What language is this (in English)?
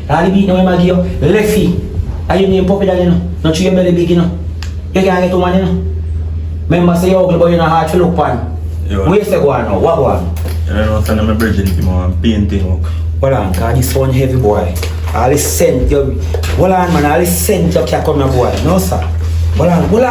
Jamaican Creole English